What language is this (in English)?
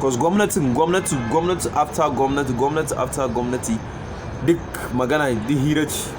Hausa